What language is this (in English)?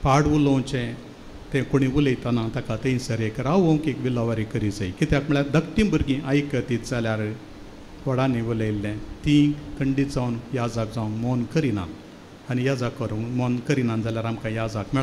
Konkani